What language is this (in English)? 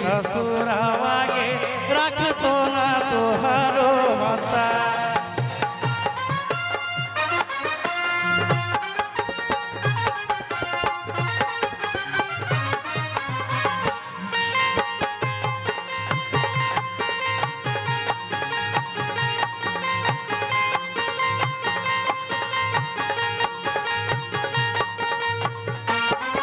Bhojpuri